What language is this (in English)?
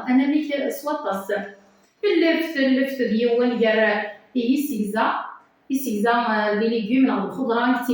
Kabyle